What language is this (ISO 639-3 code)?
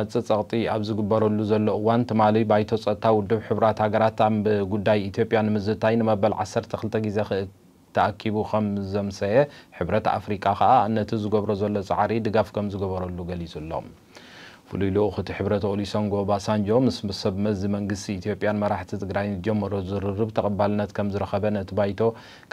tir